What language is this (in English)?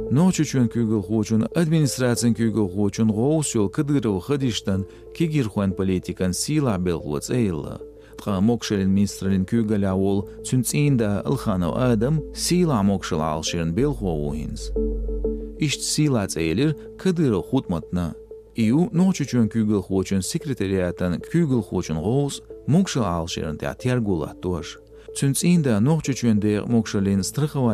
Chechen